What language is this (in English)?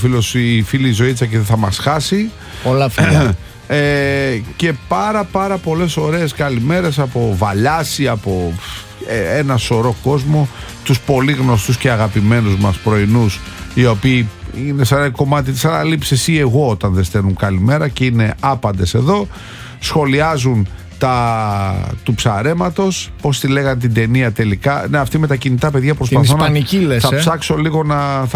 Greek